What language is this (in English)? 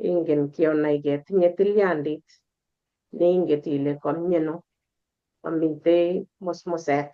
Kalenjin